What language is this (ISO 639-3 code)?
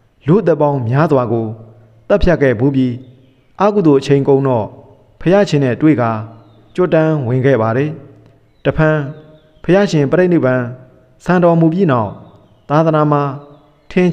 mya